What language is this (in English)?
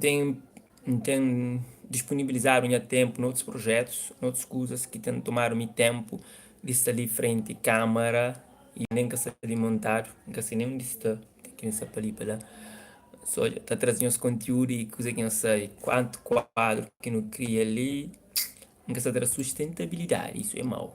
Kabuverdianu